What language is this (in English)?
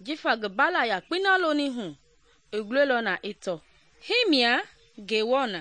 Mende